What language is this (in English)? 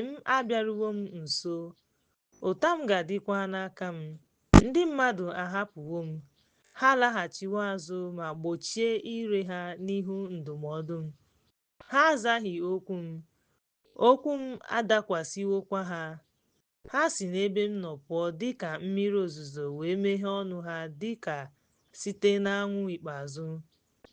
Igbo